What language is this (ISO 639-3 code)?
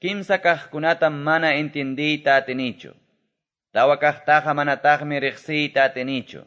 que